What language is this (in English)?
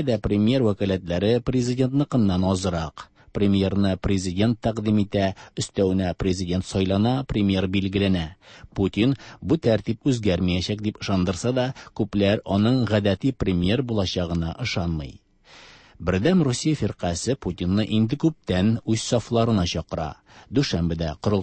Tatar